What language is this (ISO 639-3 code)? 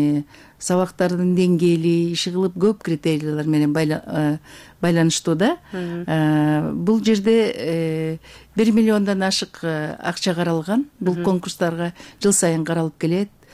kir